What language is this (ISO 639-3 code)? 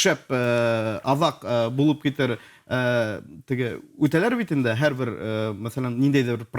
bak